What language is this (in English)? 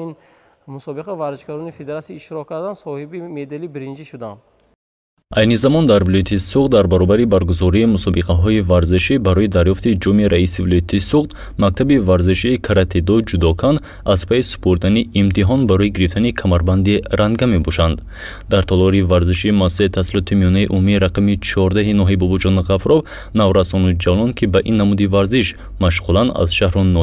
Tajik